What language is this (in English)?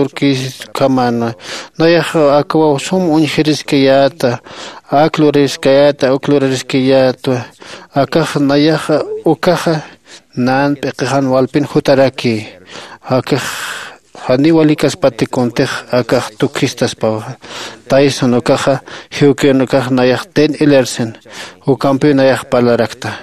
Aymara